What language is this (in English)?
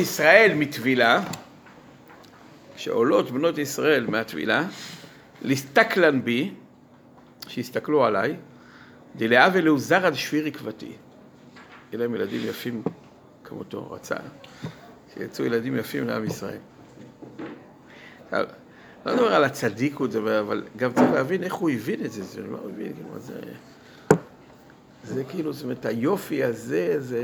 Hebrew